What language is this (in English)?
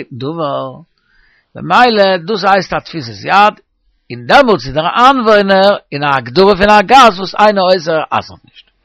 Yiddish